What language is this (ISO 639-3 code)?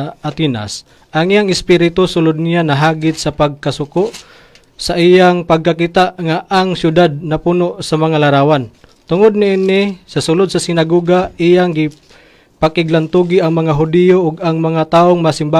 ceb